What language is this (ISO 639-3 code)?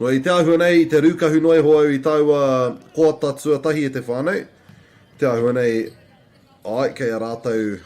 mri